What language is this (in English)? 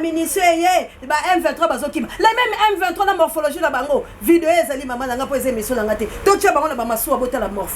Lingala